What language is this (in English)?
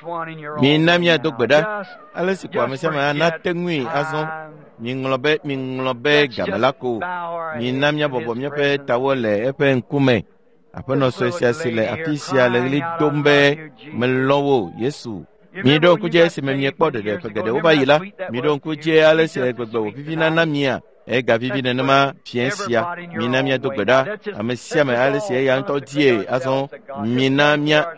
Ewe